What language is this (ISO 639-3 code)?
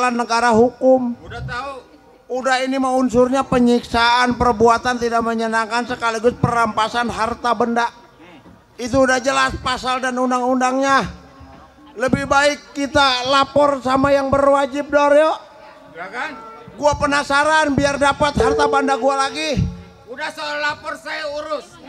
bew